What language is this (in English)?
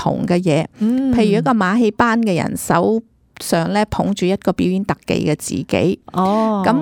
Cantonese